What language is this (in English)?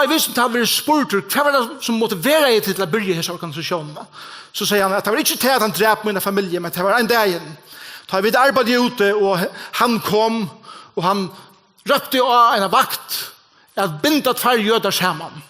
Faroese